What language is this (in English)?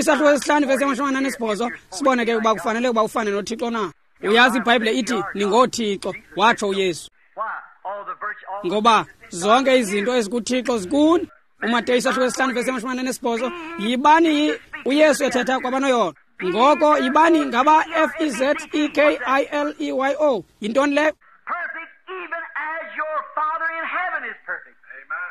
Xhosa